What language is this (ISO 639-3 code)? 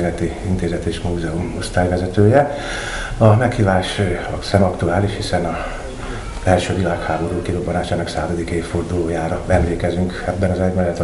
hun